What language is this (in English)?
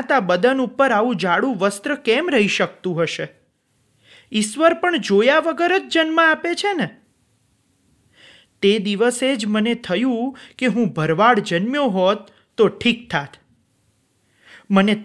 Gujarati